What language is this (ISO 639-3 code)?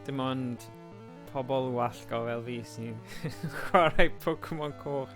cym